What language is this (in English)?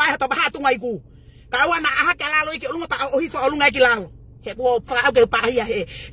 Tongan